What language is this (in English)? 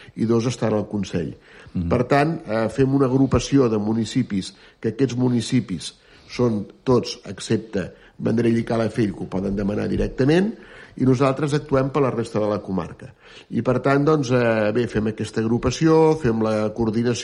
Catalan